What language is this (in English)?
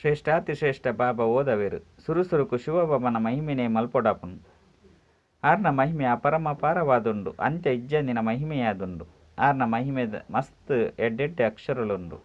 Tulu